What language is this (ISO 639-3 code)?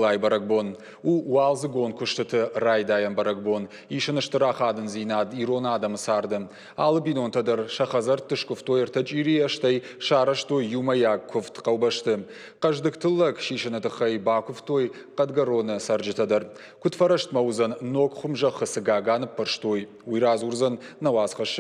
oss